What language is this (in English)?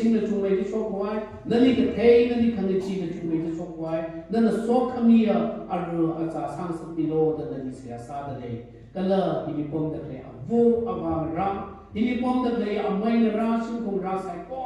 Tangkhul Naga (India)